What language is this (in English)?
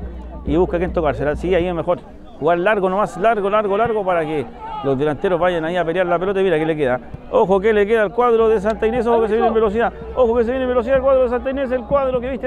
Spanish